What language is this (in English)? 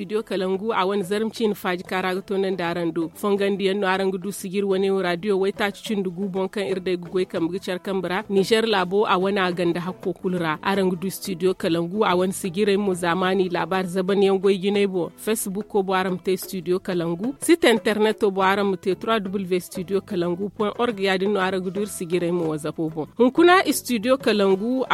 Zarma